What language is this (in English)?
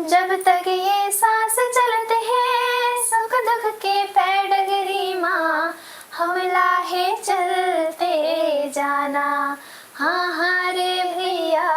Chhattisgarhi